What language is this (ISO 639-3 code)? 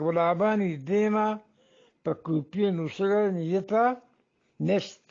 bgp